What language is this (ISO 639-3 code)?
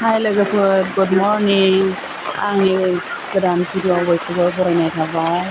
brx